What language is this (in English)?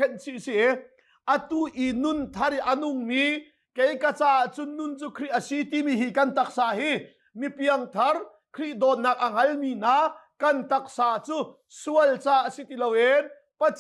Hakha Chin